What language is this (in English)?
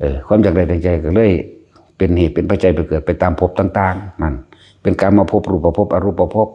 Lao